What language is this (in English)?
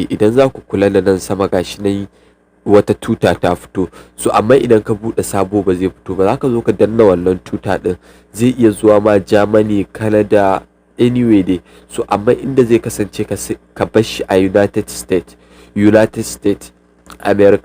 Hausa